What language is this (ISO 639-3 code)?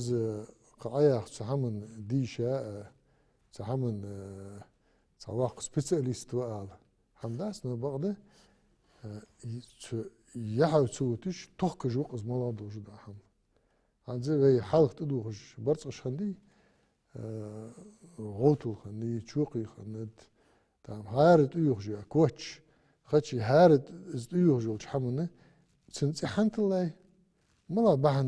inh